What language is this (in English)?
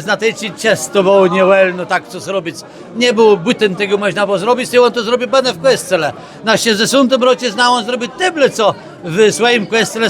Kashubian